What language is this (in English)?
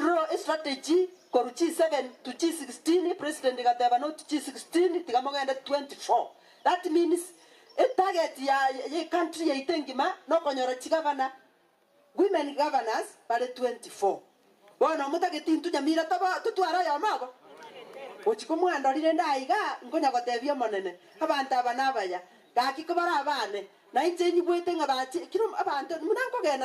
Gusii